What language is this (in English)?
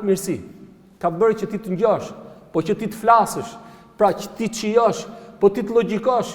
Albanian